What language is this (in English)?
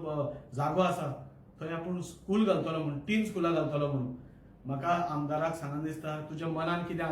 Konkani